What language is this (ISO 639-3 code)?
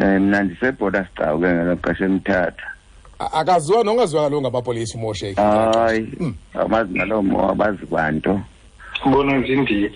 xho